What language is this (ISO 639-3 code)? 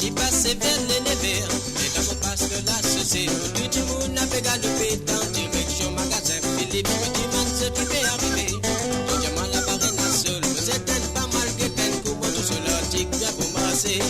mfe